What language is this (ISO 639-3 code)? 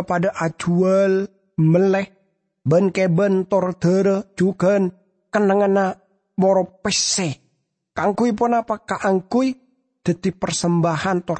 mad